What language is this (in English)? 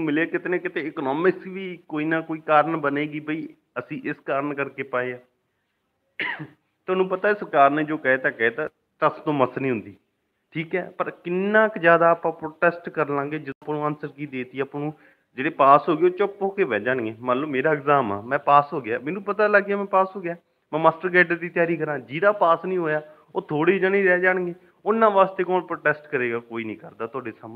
Punjabi